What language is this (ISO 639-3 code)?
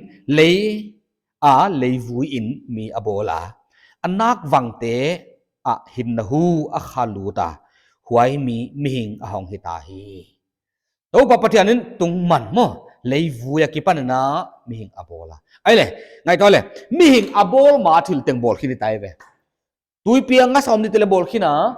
pck